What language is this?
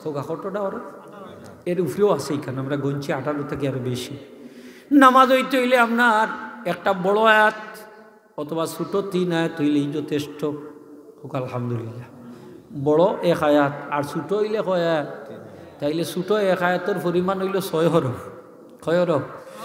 Sylheti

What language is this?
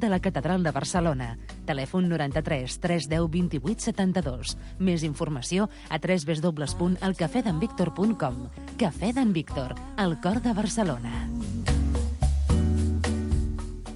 Catalan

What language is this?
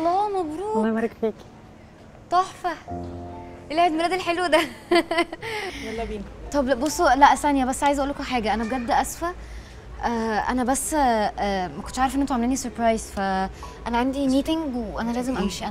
Egyptian Arabic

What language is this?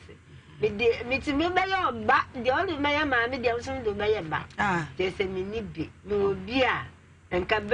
Akan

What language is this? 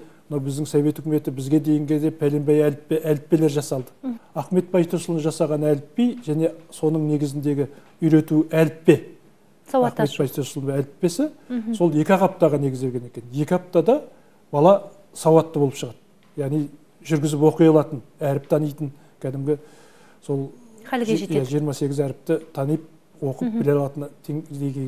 Kazakh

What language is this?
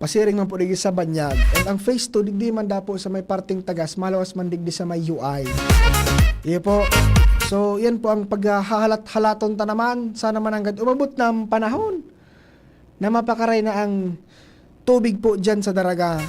Bikol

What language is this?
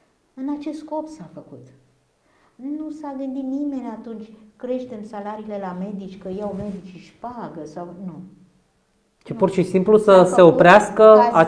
Romanian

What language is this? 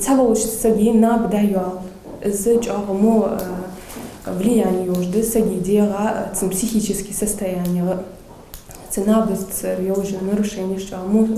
Ingush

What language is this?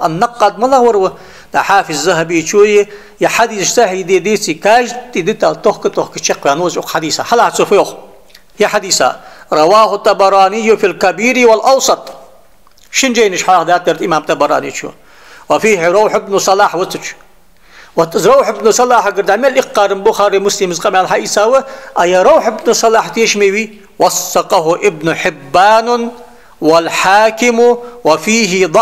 Ingush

